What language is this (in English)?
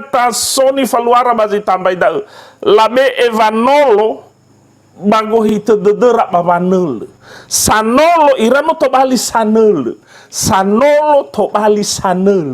Nias